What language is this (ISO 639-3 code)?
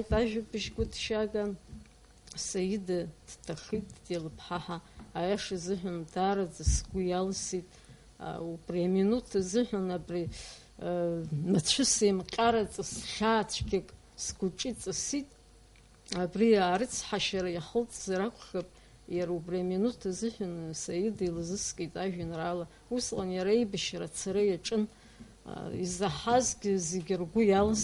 abk